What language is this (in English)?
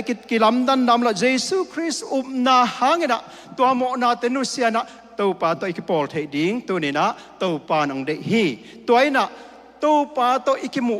Tedim Chin